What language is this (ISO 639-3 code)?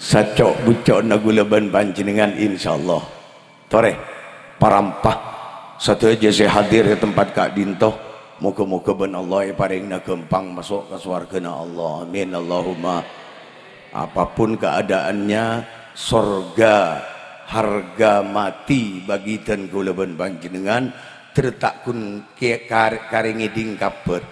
mad